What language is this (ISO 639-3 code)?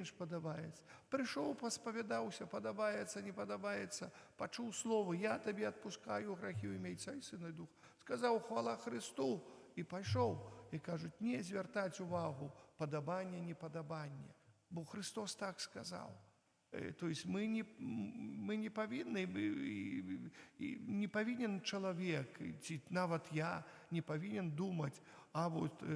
bel